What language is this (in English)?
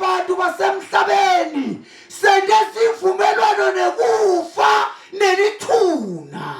Zulu